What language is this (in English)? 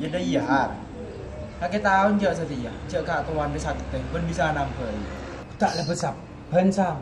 Madurese